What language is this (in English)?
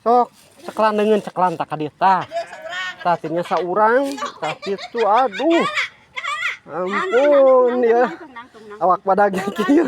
Sundanese